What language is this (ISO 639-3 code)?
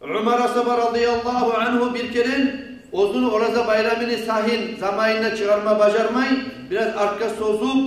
kum